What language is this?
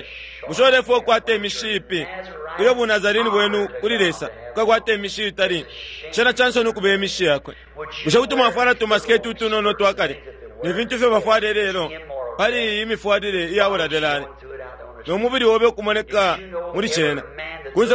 Bemba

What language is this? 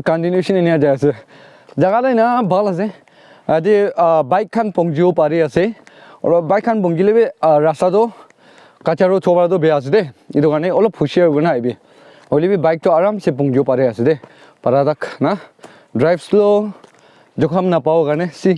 Naga Pidgin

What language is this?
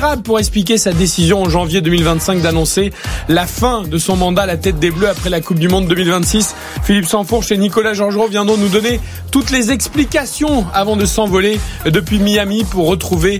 French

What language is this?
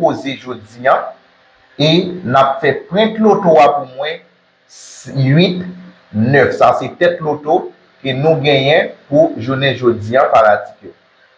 Haitian Creole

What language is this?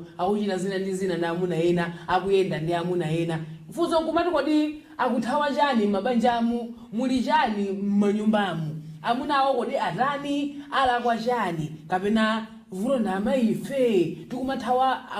Nyanja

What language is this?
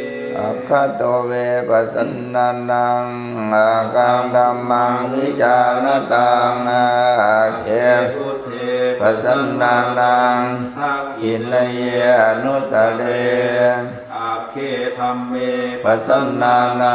Pali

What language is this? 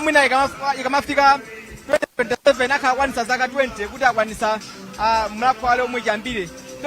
Nyanja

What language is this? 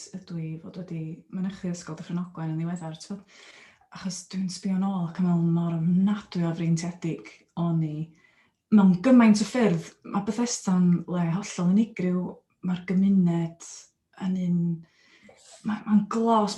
Welsh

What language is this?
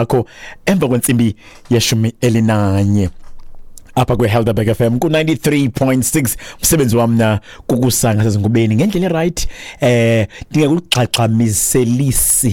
Xhosa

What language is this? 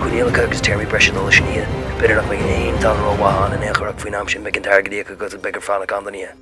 Irish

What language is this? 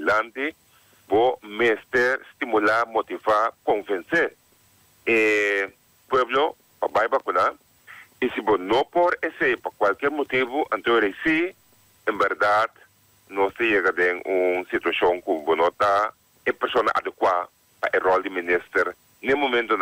Papiamento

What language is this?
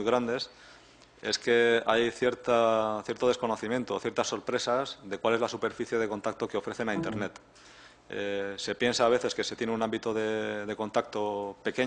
Spanish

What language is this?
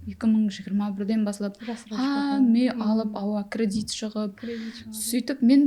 Kara-Kalpak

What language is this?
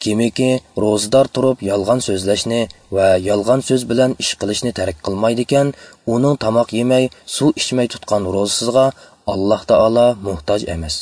Uyghur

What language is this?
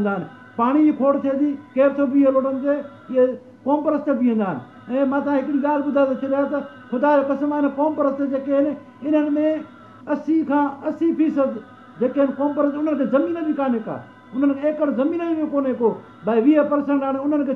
Sindhi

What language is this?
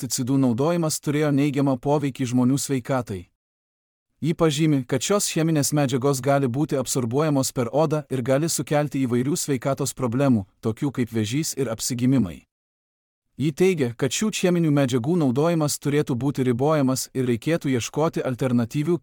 Lithuanian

